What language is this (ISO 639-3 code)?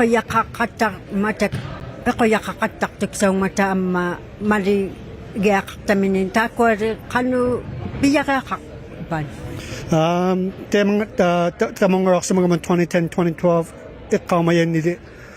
iku